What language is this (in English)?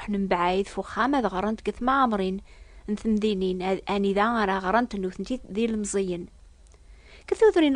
Kabyle